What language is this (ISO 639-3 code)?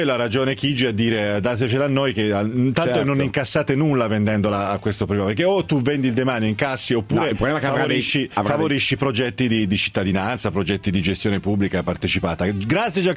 ita